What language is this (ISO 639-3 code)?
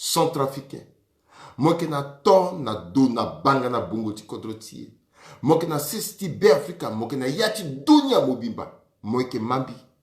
sag